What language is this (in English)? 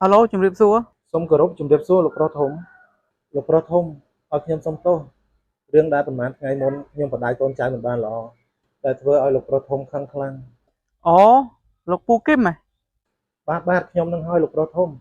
Khmer